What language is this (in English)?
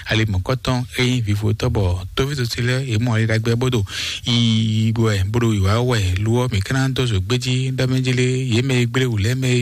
Fon